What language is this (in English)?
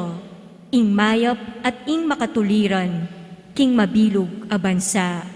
Pampanga